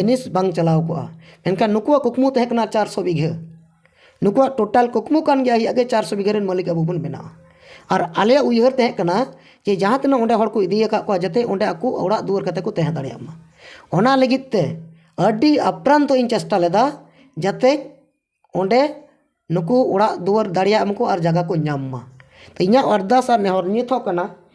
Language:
Santali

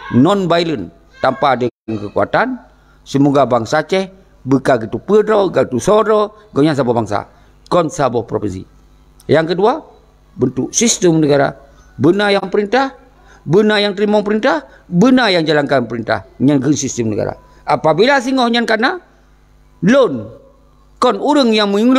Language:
Achinese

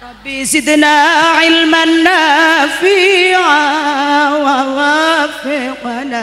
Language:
Madurese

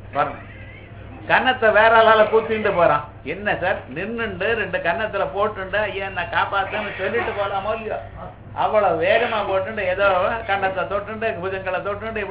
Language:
Tamil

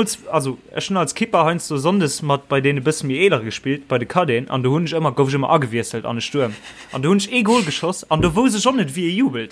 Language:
Luxembourgish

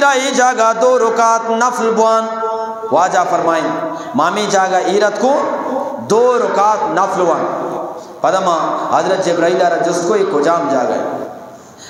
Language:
Eastern Balochi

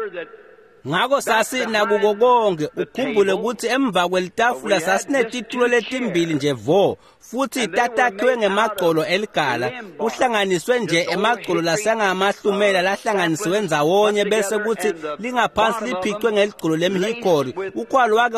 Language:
Swati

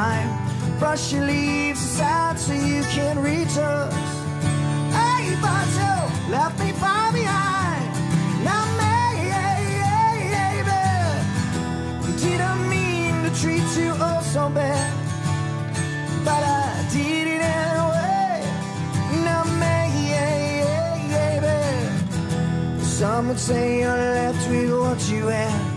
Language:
English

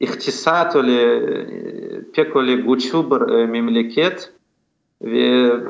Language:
Crimean Tatar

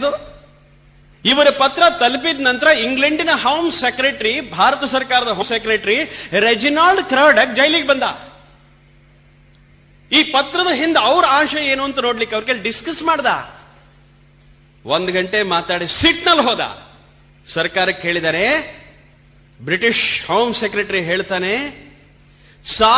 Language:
Kannada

